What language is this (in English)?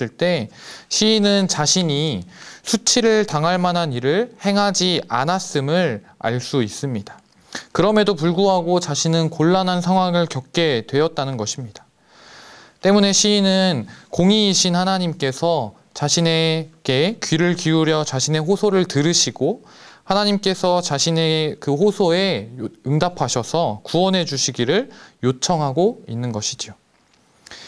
Korean